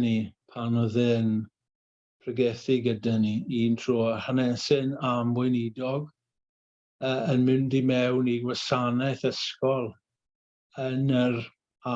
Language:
Welsh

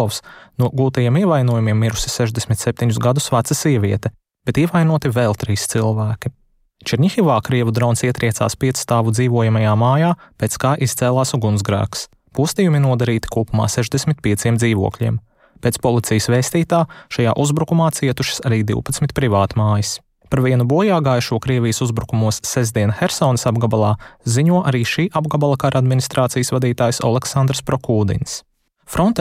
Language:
Latvian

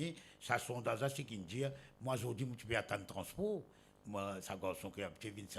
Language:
Morisyen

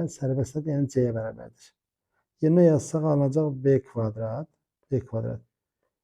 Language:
Azerbaijani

